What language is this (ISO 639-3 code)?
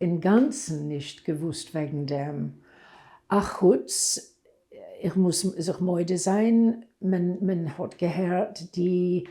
yid